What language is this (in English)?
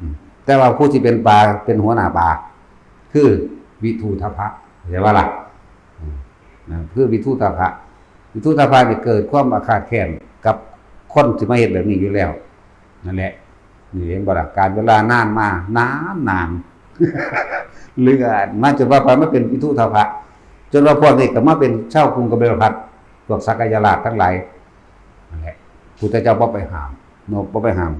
Lao